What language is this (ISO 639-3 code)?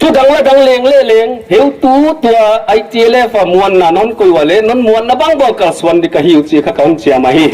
pck